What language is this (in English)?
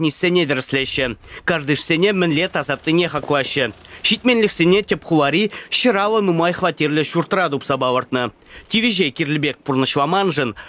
Chuvash